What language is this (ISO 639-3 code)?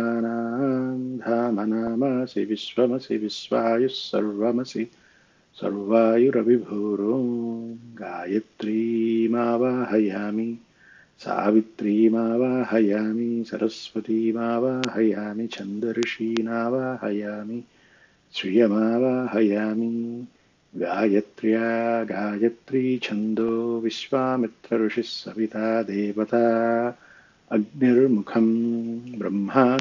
san